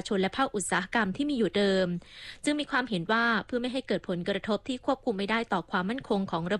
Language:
Thai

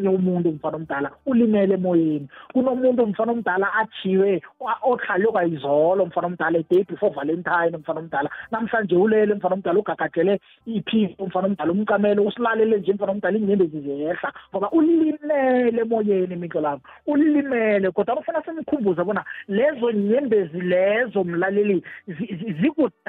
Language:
South Ndebele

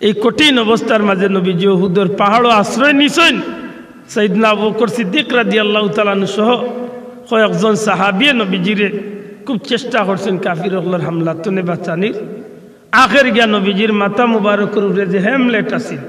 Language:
Sylheti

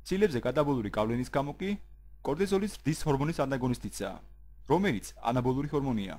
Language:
Georgian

